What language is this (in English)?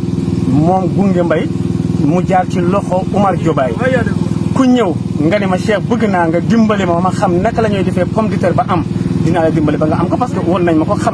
Wolof